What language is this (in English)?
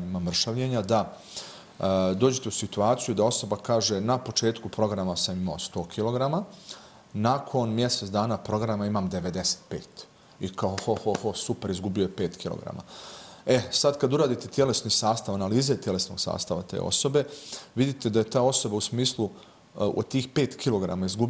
Bosnian